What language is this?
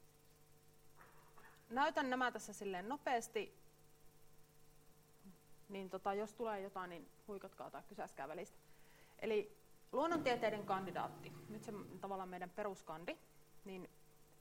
Finnish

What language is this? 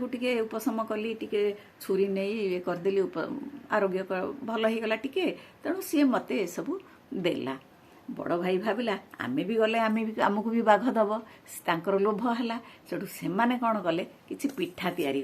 Odia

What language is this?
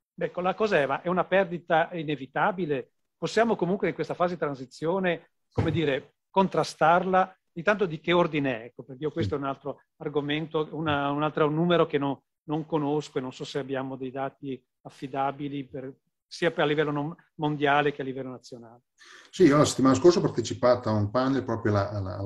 Italian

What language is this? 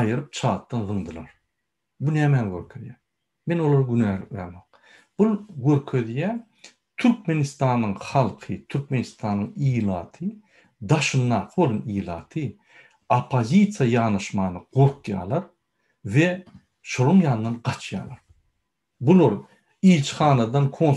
Turkmen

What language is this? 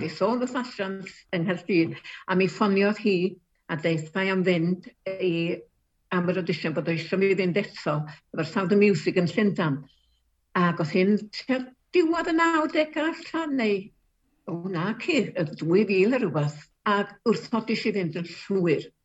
Welsh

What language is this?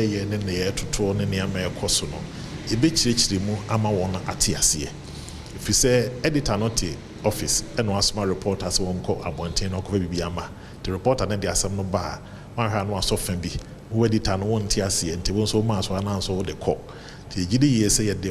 Akan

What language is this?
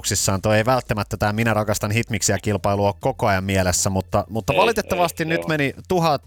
Finnish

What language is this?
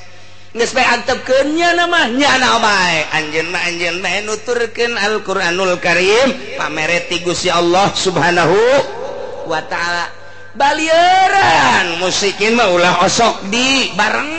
Sundanese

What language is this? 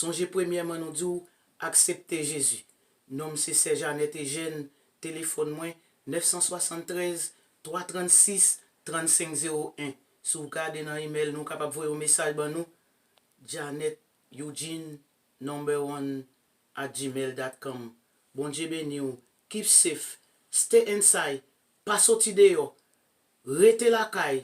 Haitian Creole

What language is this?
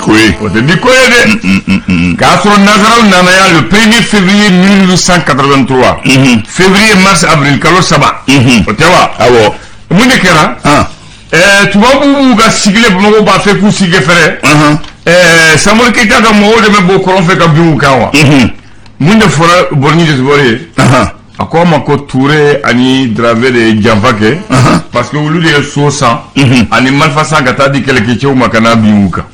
Bambara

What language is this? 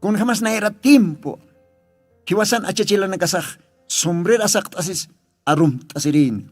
Aymara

